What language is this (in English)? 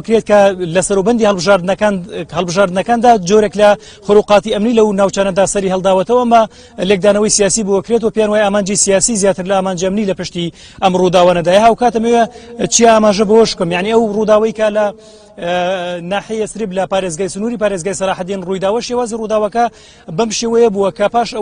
Central Kurdish